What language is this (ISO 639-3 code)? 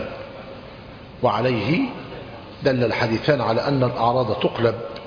ara